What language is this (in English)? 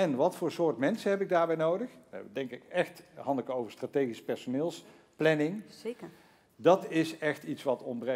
Dutch